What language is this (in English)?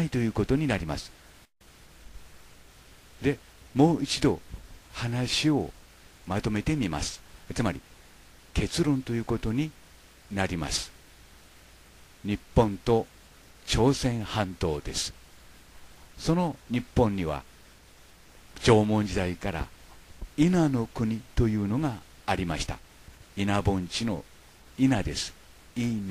Japanese